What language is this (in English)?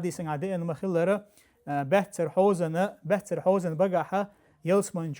Chechen